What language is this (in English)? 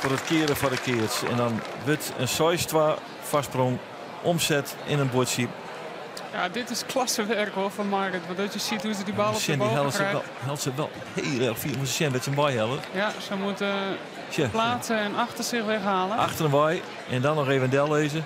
Western Frisian